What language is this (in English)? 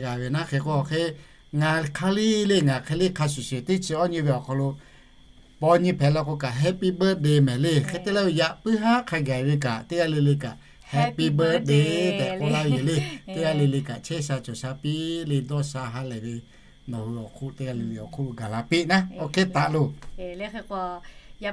Lahu